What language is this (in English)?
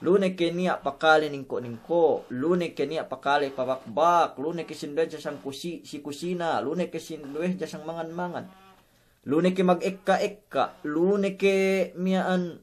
Yakan